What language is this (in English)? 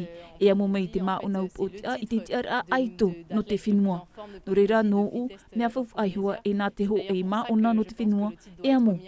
Tahitian